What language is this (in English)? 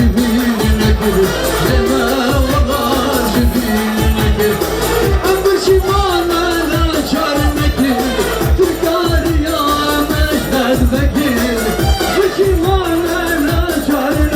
Kurdish